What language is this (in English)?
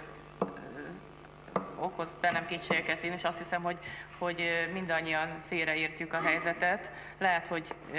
Hungarian